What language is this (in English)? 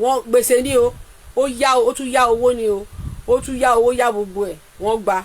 Yoruba